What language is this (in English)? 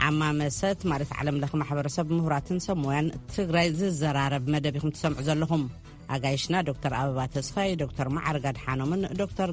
Tigrinya